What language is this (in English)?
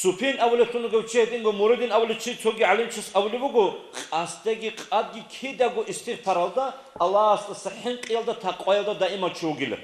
Avaric